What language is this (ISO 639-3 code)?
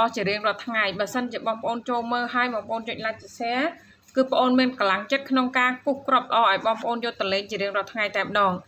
khm